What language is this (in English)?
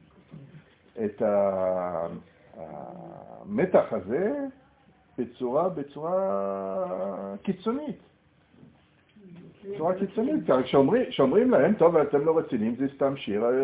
Hebrew